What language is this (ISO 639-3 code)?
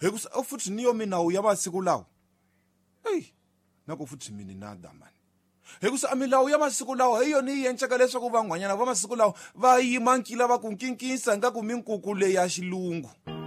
tso